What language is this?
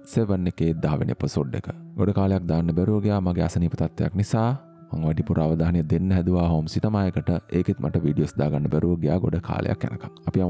Sinhala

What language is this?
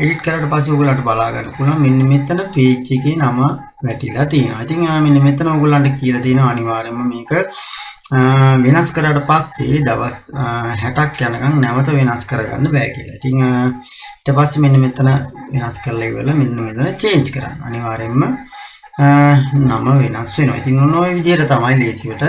Sinhala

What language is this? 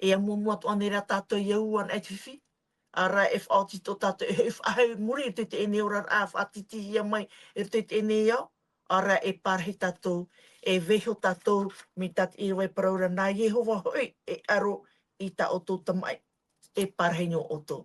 Tahitian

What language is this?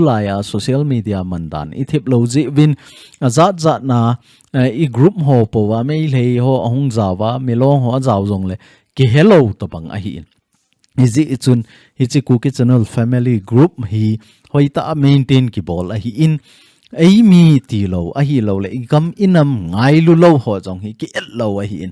Thado Chin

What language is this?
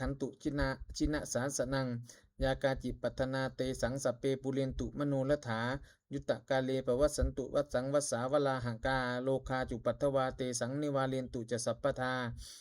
Pali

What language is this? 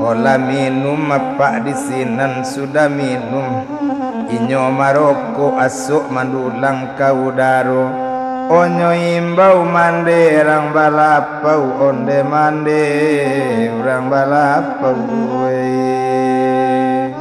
Minangkabau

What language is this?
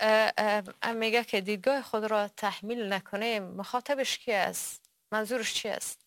Persian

